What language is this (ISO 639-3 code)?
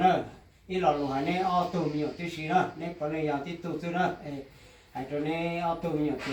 hmn